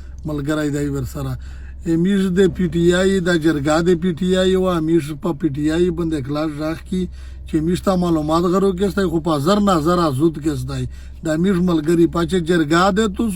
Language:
Pashto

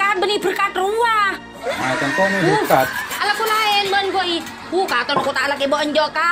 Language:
Madurese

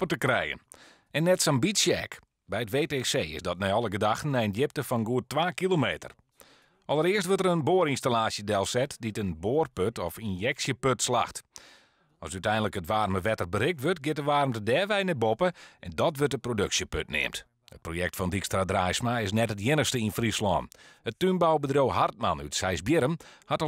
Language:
Western Frisian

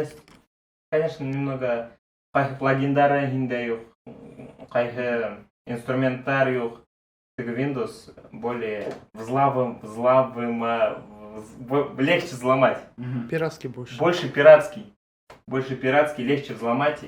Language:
Bashkir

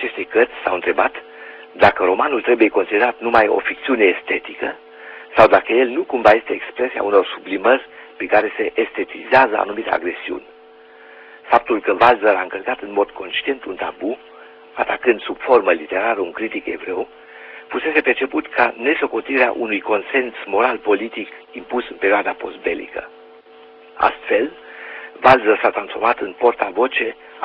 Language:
Romanian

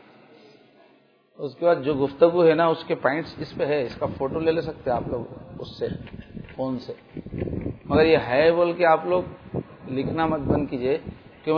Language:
Urdu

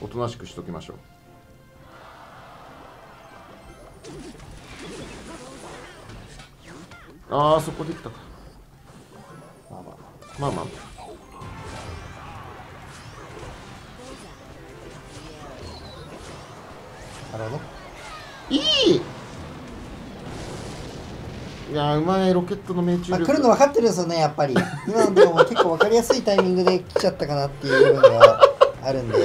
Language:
Japanese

